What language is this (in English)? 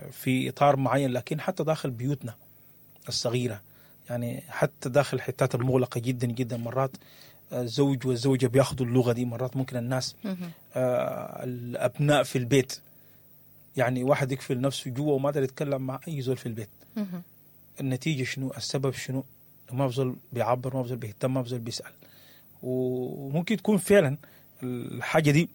Sudanese Arabic